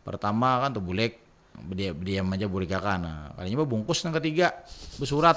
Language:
Banjar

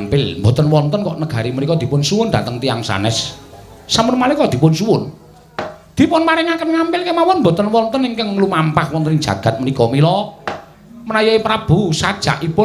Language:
Javanese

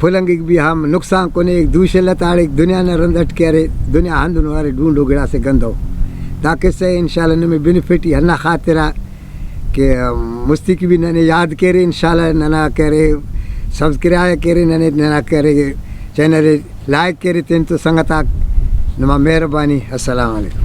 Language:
Brahui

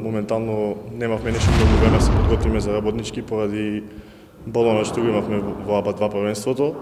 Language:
Macedonian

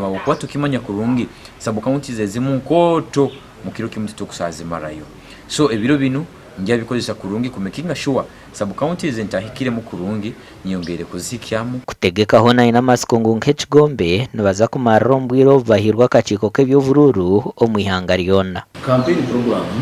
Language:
Nyankole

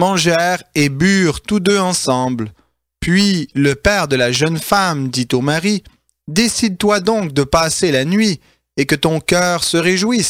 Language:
French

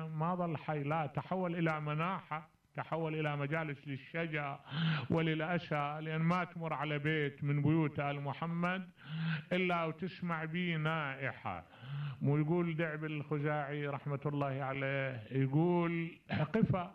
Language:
Mesopotamian Arabic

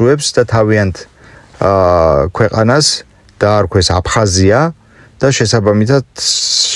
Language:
Georgian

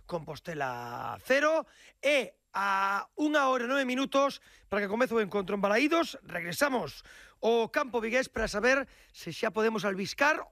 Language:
Galician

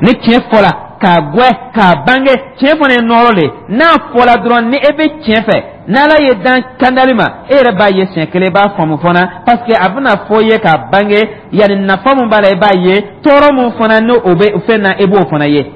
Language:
Dyula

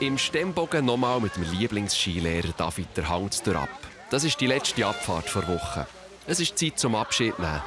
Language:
Swiss German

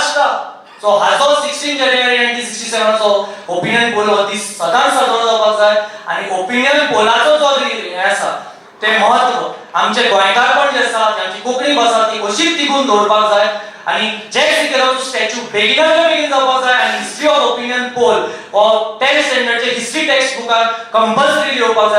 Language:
Konkani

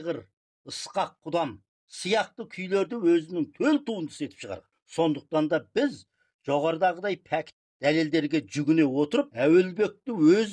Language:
Kazakh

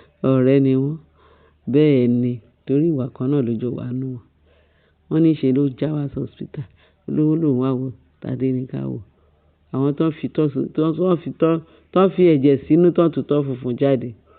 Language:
Yoruba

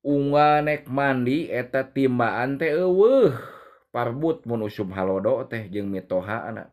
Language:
Sundanese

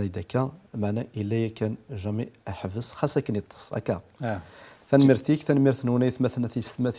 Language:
Kabyle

